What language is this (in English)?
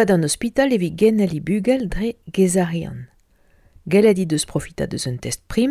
Breton